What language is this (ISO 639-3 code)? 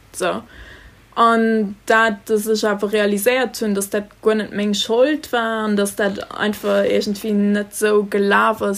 ltz